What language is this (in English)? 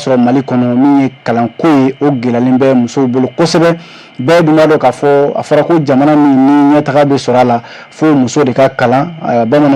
Bambara